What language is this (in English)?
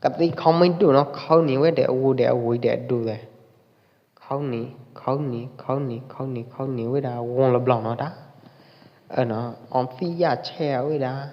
Pwo Eastern Karen